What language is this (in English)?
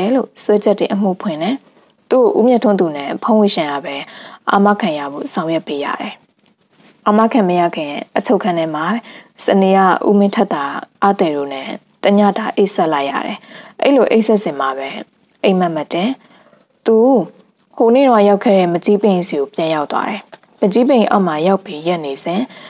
Burmese